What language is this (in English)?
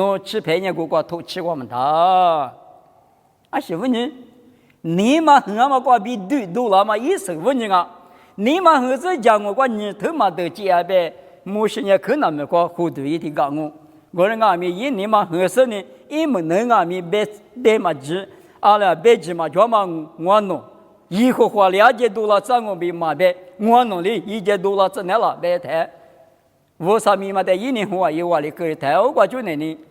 Lisu